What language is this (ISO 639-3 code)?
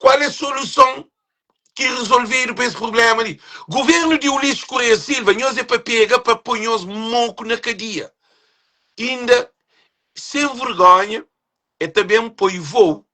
kea